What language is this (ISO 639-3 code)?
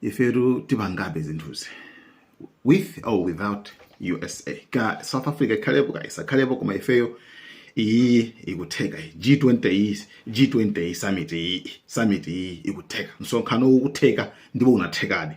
nya